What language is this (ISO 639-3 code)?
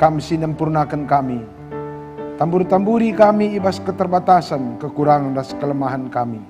btx